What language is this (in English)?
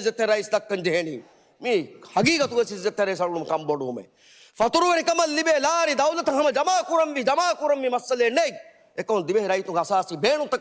Divehi